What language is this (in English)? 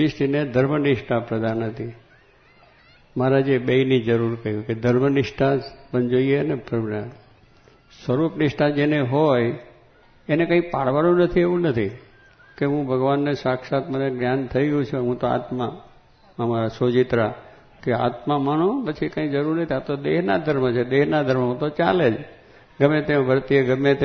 Gujarati